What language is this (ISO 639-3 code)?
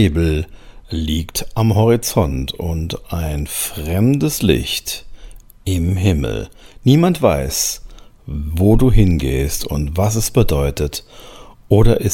deu